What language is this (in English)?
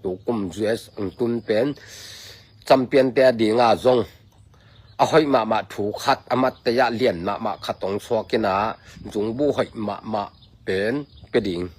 Tedim Chin